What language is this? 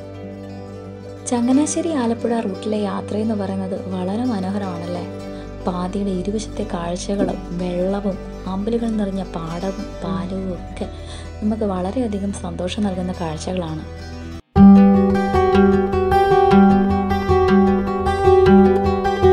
Malayalam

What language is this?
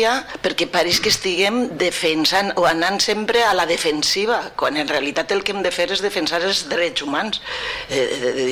Catalan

